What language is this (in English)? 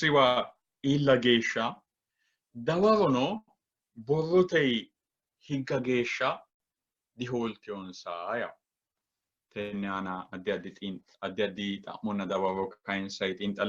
Sidamo